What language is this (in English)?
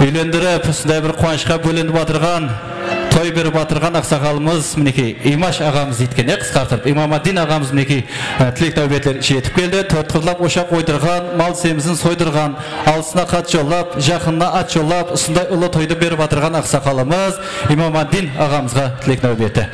Kara-Kalpak